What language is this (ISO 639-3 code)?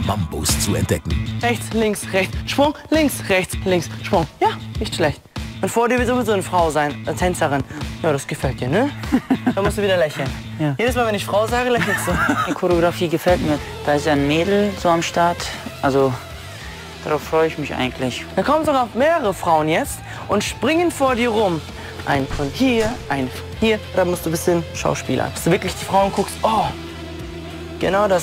deu